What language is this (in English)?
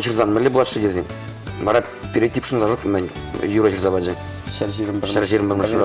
Chuvash